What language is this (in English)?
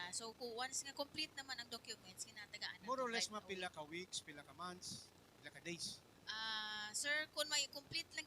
Hiligaynon